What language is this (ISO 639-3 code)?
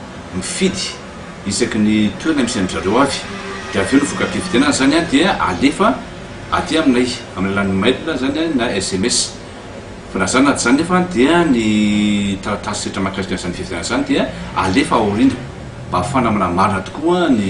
mlg